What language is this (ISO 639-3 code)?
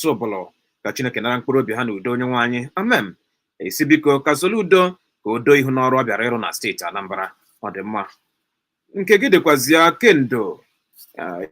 ibo